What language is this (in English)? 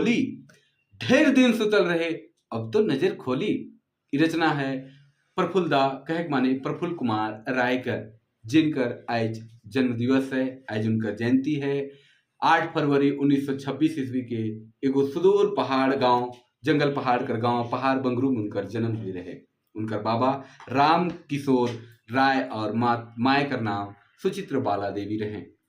Sadri